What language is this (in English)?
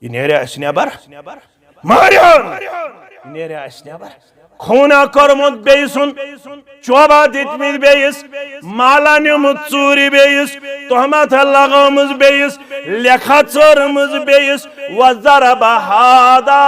Kashmiri